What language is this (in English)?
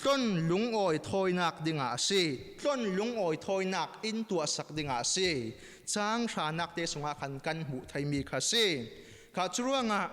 Falam Chin